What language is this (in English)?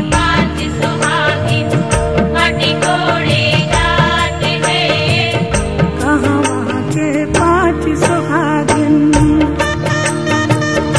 Bhojpuri